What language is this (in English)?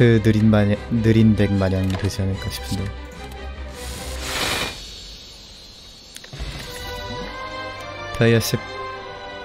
Korean